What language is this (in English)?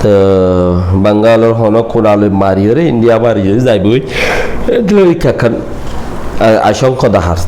Rohingya